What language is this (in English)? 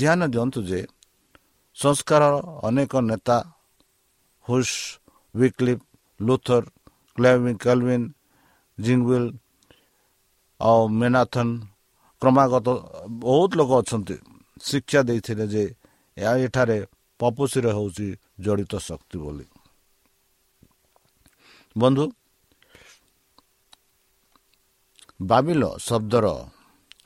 Odia